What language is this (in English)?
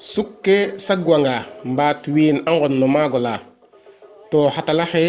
Serer